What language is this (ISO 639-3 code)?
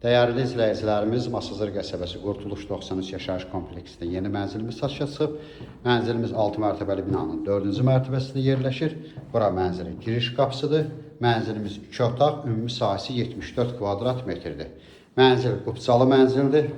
aze